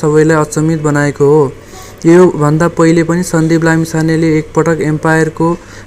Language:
Nepali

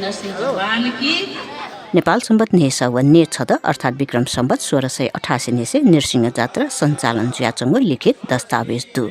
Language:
Newari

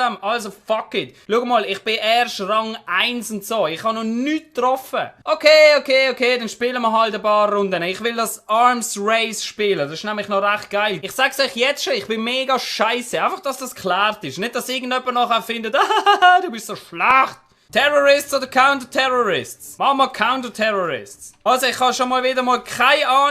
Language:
Swiss German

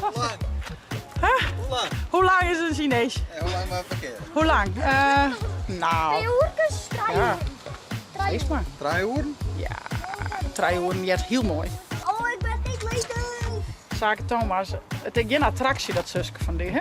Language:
Western Frisian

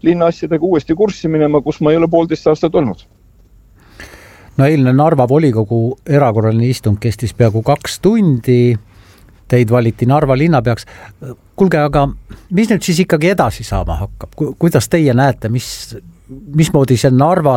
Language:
Estonian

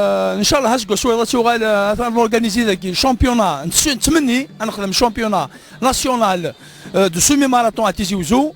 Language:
Kabyle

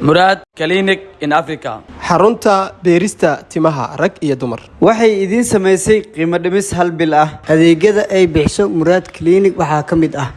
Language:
Somali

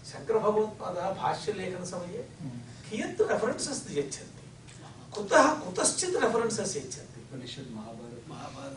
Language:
Sanskrit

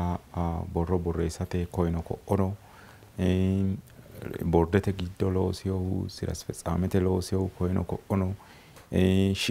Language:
Sidamo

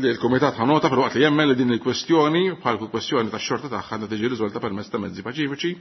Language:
Maltese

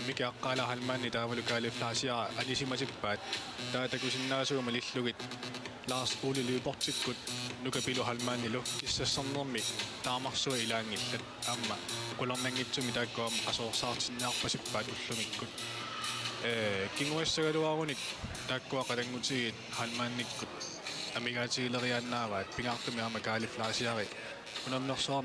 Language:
Kalaallisut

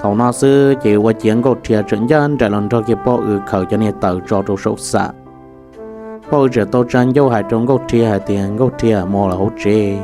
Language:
Hmong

